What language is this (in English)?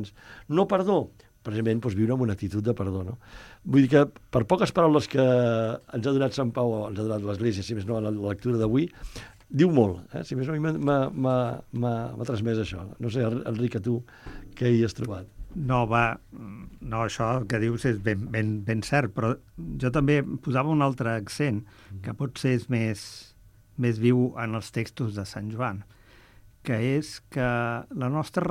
Catalan